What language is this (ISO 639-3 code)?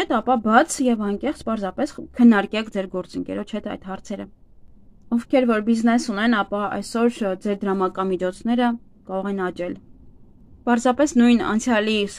hye